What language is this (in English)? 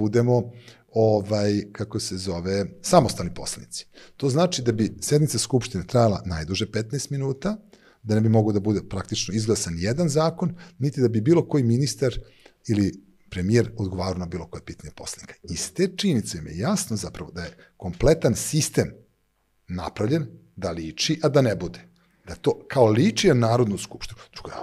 Serbian